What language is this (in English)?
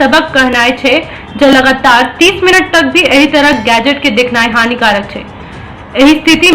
Maithili